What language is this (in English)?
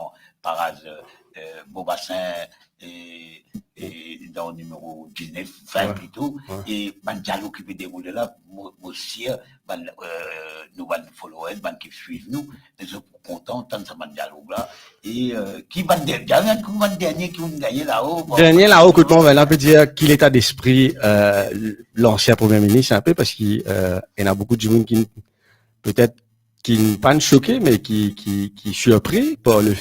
Morisyen